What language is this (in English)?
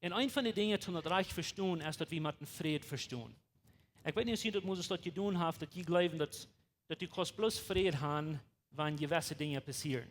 Plautdietsch